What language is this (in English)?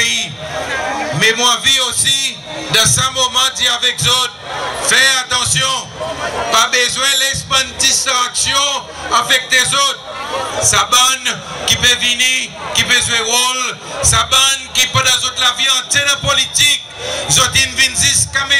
Seselwa Creole French